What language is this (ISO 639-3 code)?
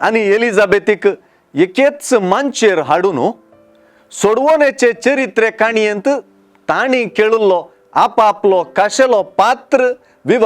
kok